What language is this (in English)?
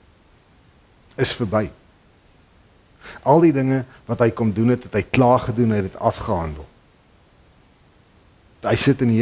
Afrikaans